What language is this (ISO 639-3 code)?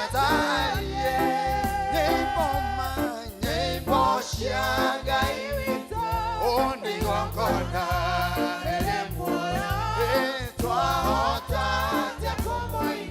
kik